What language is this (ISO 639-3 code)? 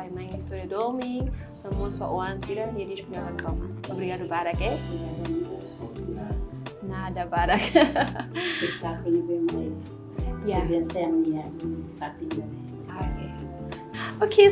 tet